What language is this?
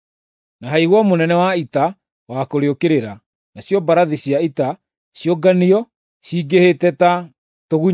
Kikuyu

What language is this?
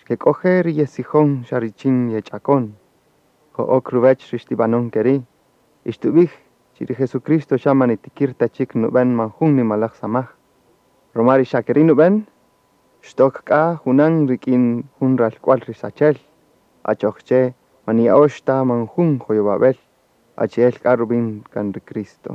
Kaqchikel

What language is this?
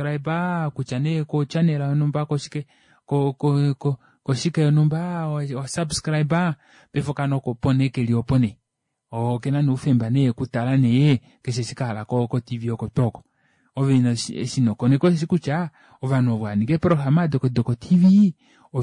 Kuanyama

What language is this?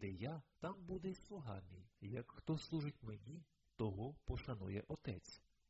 Ukrainian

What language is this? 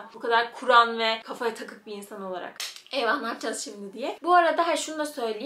Turkish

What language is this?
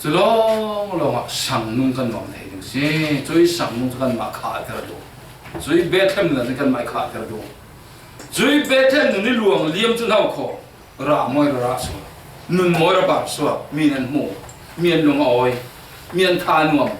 Falam Chin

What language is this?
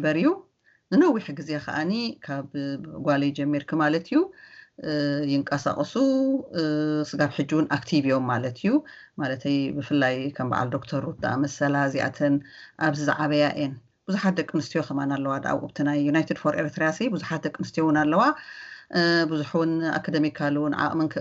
Tigrinya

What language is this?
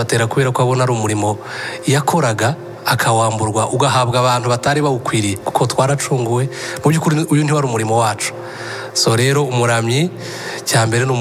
Kinyarwanda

